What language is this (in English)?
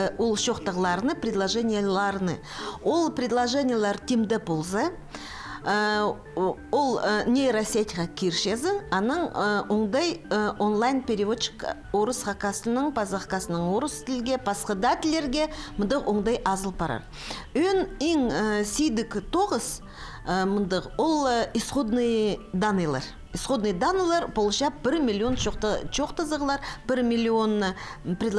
Khakas